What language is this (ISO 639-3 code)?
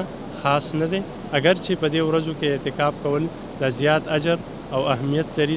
pus